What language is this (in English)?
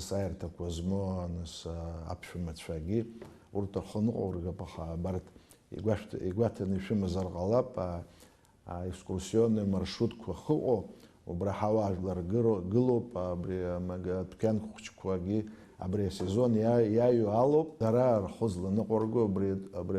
Abkhazian